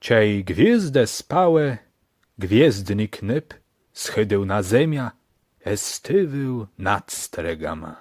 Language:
Kashubian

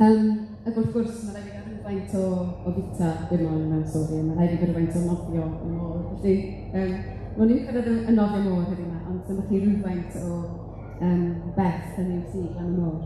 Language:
Welsh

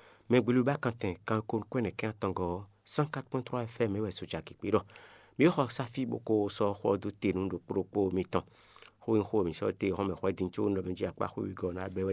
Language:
Fon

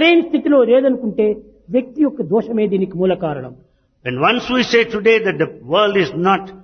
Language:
Telugu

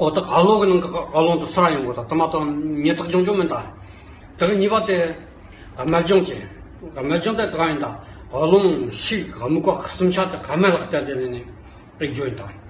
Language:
Tibetan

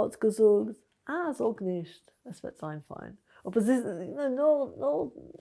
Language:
Yiddish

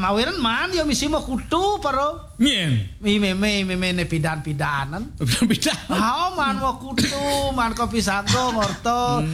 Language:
Balinese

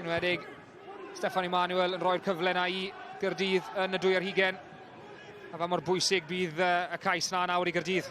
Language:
Welsh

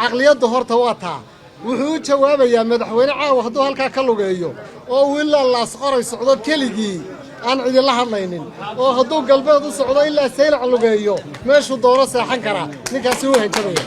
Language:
Somali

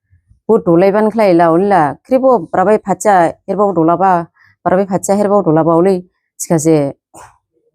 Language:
Dimasa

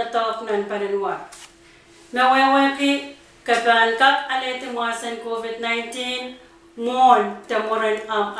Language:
Pohnpeian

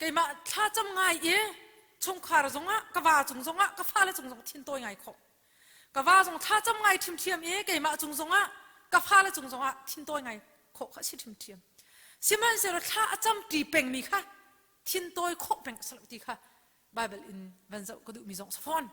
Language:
Hakha Chin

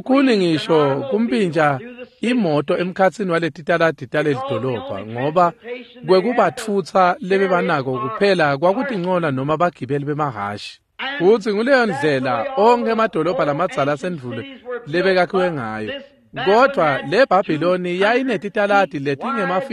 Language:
Swati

